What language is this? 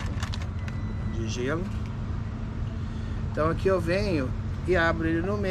Portuguese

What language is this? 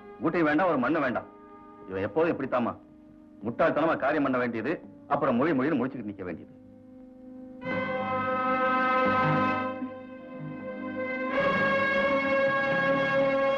Tamil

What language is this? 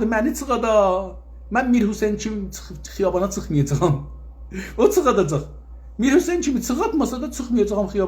South Azerbaijani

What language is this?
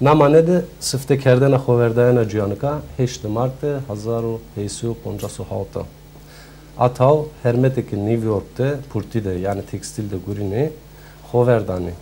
Zaza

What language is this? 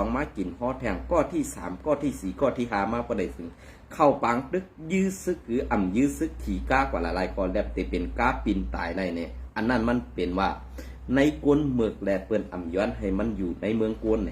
Shan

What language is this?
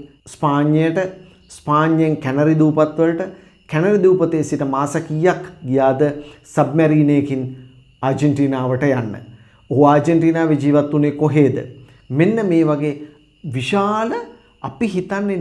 Sinhala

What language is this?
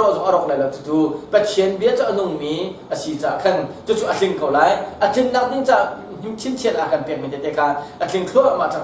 Hakha Chin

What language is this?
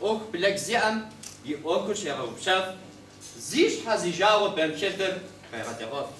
Kabardian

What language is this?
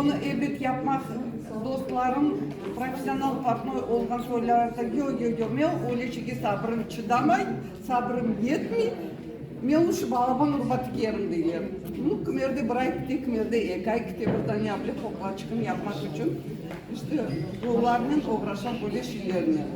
Crimean Tatar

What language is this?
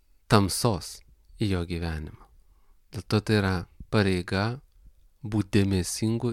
Lithuanian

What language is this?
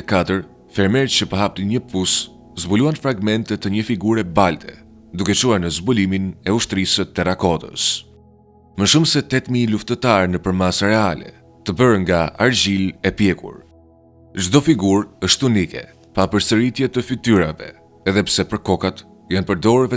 Albanian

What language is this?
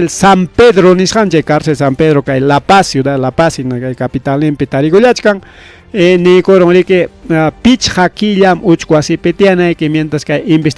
Ayacucho Quechua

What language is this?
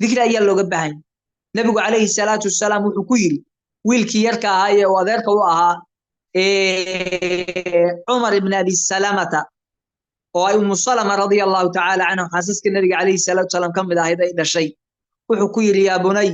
Somali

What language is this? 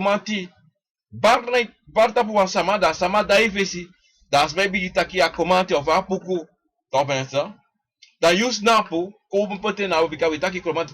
Sranan Tongo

